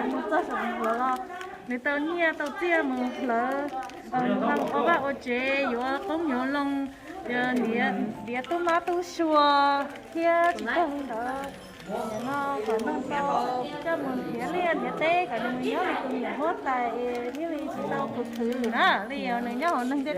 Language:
Hmong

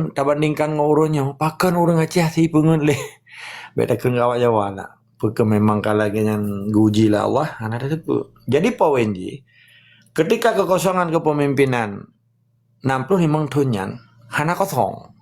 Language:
Achinese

